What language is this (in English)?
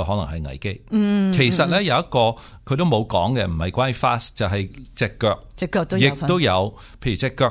Cantonese